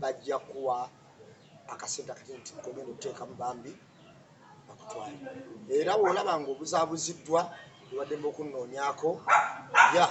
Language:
Ganda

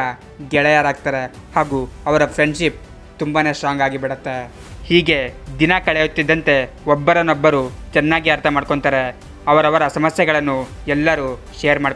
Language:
Kannada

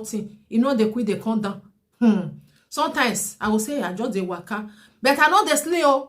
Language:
Nigerian Pidgin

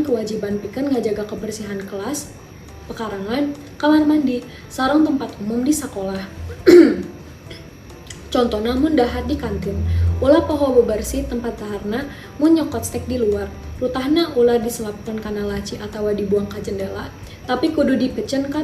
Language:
Sundanese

